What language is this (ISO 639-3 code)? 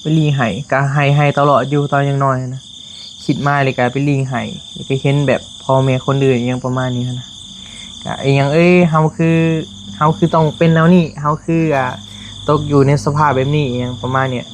tts